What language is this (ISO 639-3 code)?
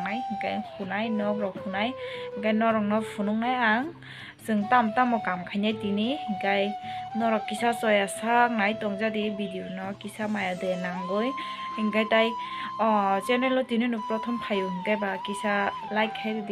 trp